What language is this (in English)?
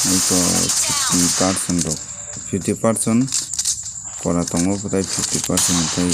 Kok Borok